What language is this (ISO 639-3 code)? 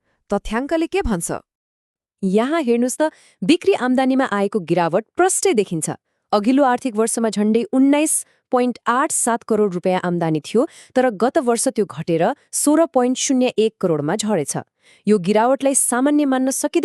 nep